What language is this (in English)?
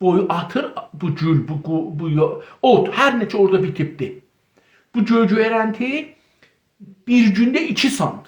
South Azerbaijani